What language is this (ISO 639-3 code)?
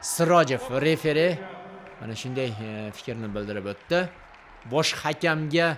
uzb